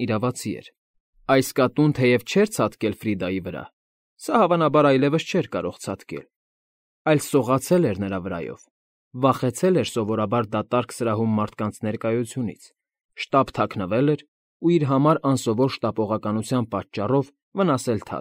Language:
Armenian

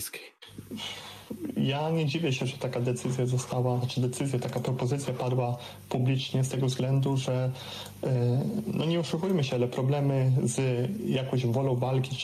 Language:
Polish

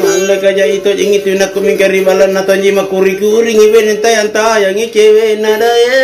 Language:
Makasar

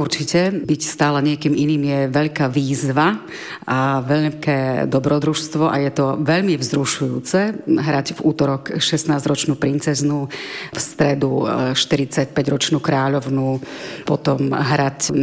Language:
Slovak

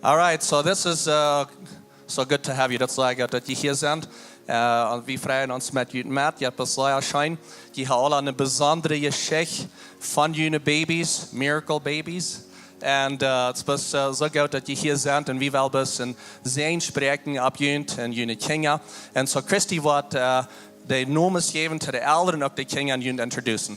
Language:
Plautdietsch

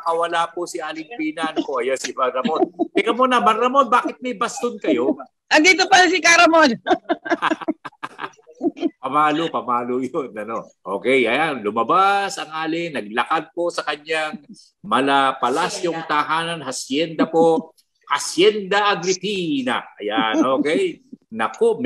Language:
Filipino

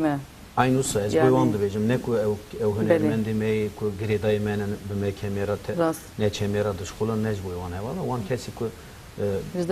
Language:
Kurdish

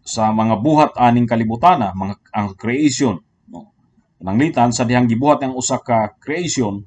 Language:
Cebuano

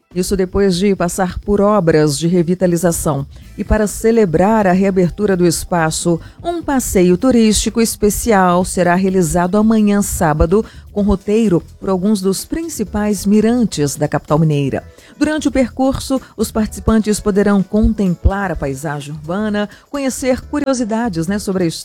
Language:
Portuguese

